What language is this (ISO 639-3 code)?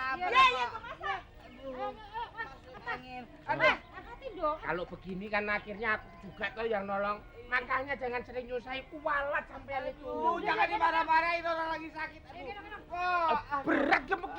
bew